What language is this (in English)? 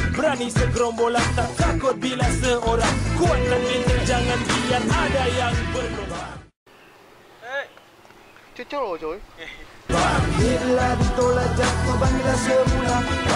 Malay